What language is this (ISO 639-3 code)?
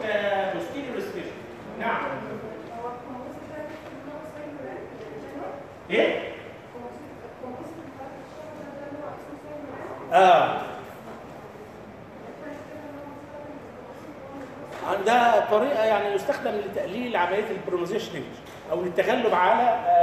arz